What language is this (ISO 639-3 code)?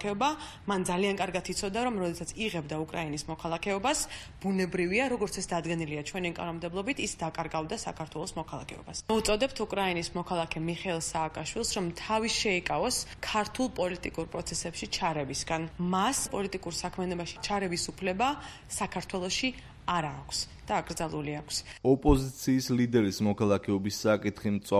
kat